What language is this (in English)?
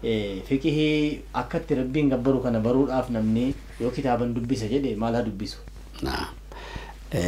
Oromo